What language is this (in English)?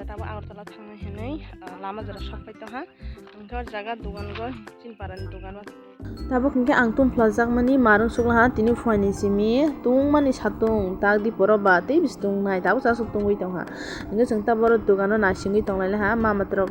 Kok Borok